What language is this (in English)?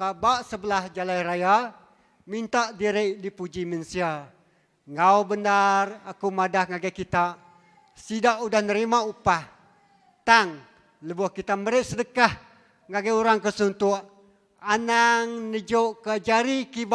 Iban